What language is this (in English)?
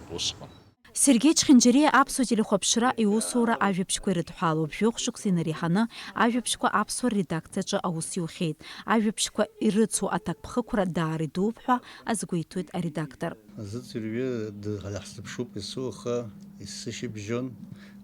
Abkhazian